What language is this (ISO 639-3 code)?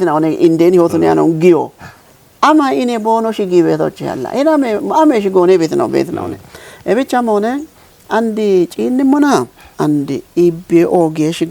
kbr